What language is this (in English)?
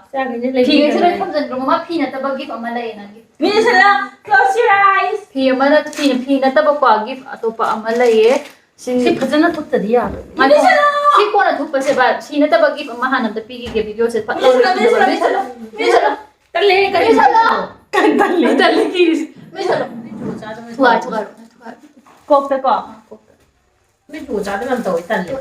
Manipuri